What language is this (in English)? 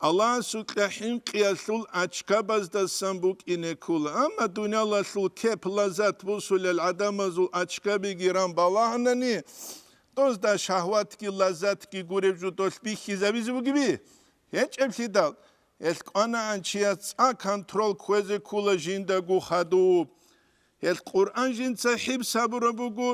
Avaric